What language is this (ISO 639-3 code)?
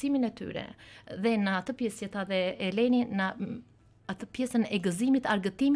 sqi